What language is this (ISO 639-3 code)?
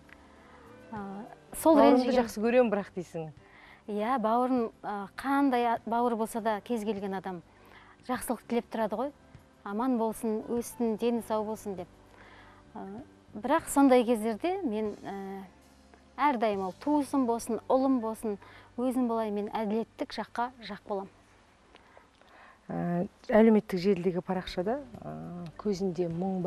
kaz